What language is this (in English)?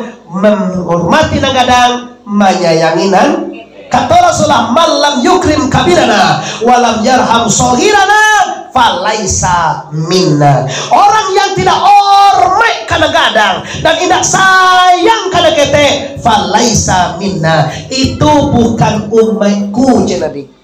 Minangkabau